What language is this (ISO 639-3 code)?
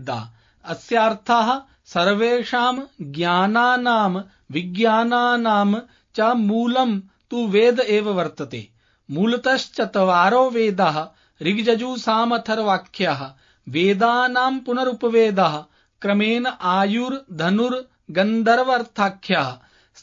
san